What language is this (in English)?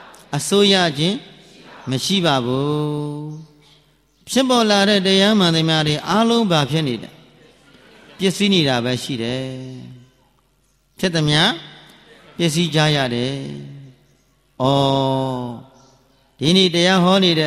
Burmese